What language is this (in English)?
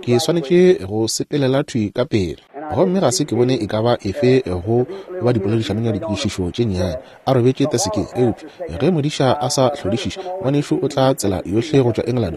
Northern Sotho